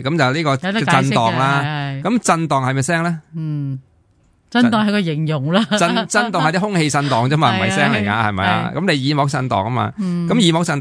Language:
Cantonese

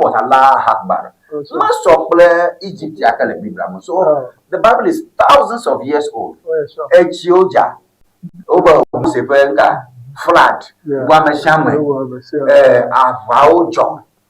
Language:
Ewe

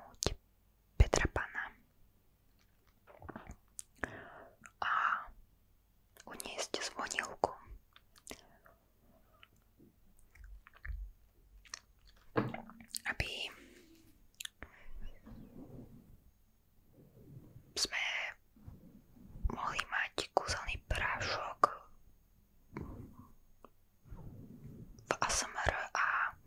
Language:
Slovak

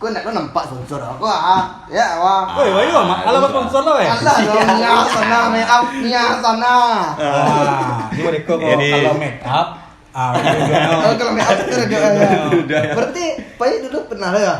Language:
Minangkabau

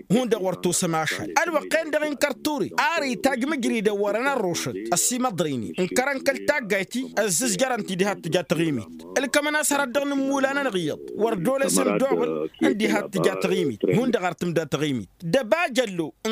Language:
Tamasheq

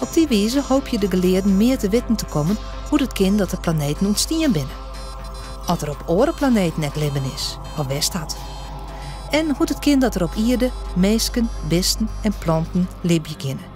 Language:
Western Frisian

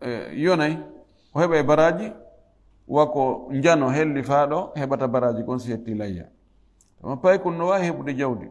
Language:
Fula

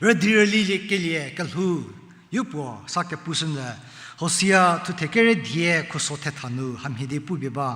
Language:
Angami Naga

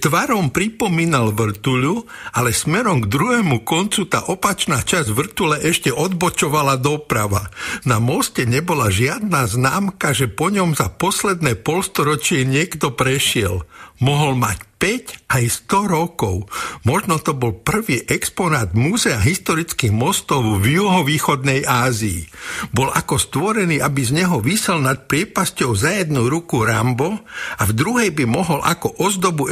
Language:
Slovak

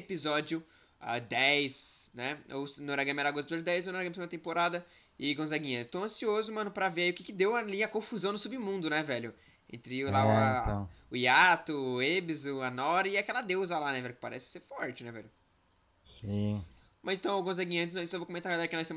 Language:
Portuguese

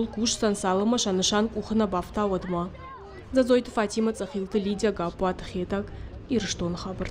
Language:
Ossetic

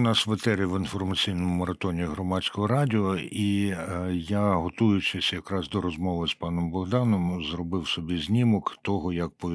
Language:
Ukrainian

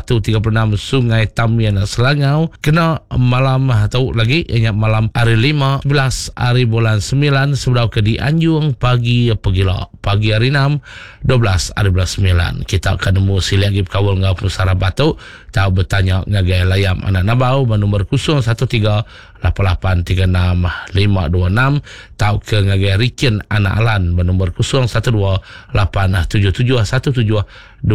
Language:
Iban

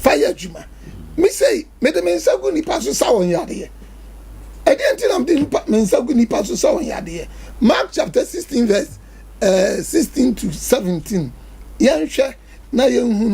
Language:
Akan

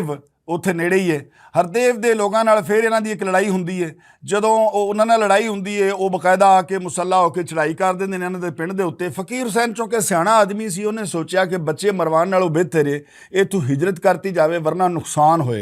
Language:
Western Panjabi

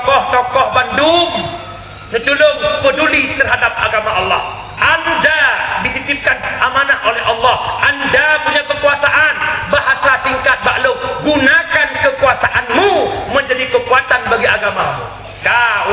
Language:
Achinese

